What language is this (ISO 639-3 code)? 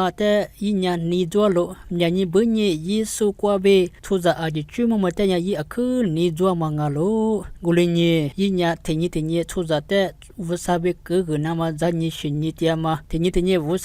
lis